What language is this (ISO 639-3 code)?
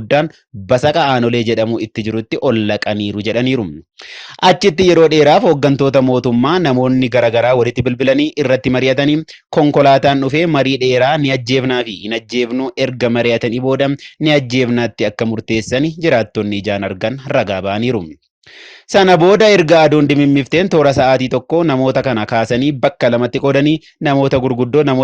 orm